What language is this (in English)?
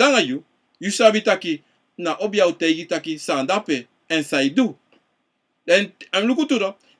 Sranan Tongo